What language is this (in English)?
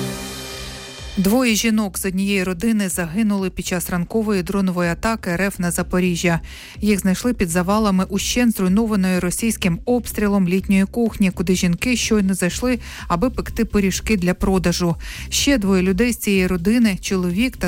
Ukrainian